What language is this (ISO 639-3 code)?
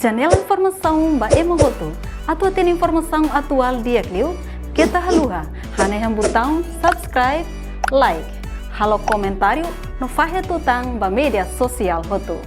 tet